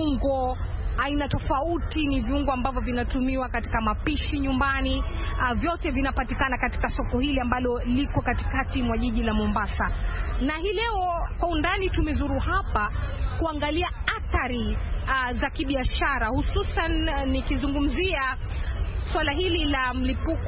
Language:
Swahili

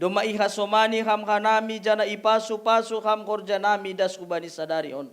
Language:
Batak Simalungun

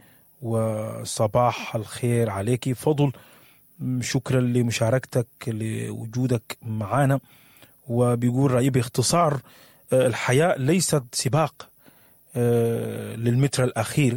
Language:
Sudanese Arabic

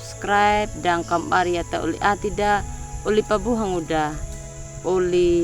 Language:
Anakalangu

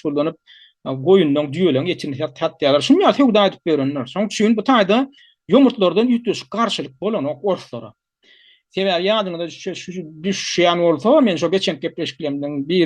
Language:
Turkmen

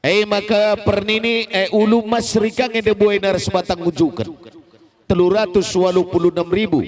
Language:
Batak Karo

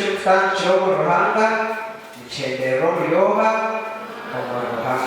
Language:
Nyankole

